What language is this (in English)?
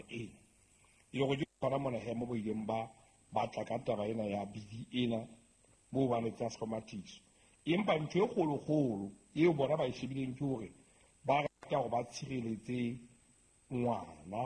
Southern Sotho